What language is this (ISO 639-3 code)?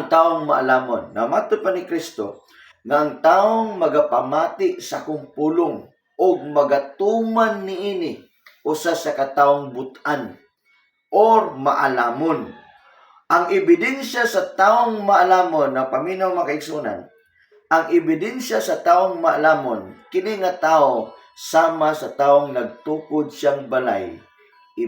ceb